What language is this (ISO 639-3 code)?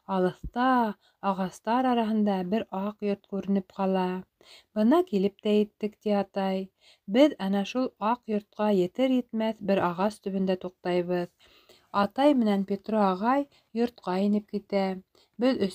bak